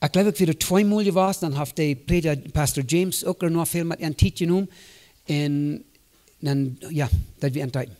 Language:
Plautdietsch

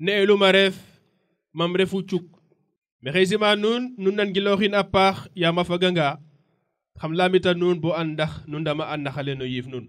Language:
Serer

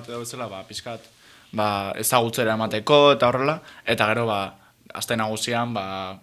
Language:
Basque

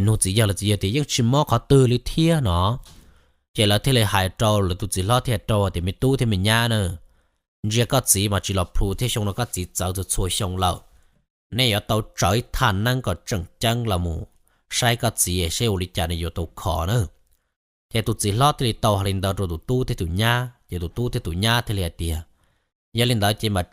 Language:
Hmong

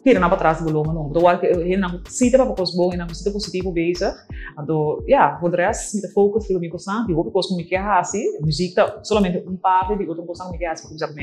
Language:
Papiamento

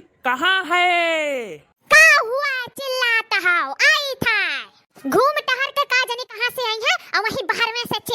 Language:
Awadhi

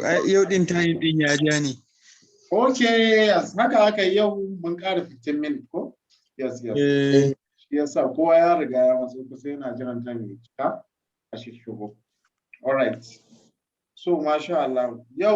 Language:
Hausa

